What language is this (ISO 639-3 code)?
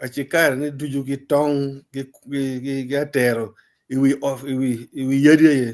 ach